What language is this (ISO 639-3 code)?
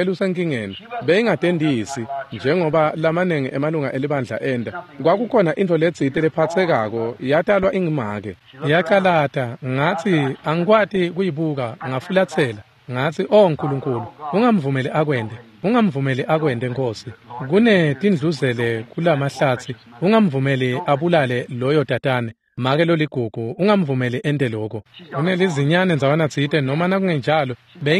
ssw